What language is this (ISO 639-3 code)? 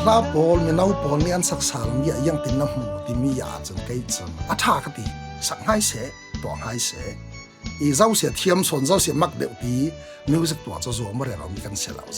cfm